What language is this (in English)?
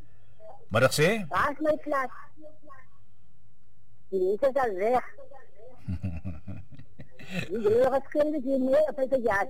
Afrikaans